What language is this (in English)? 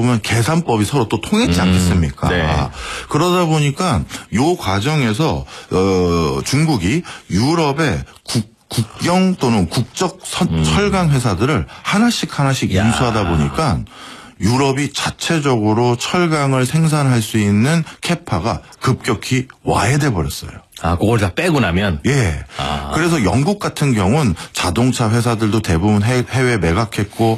Korean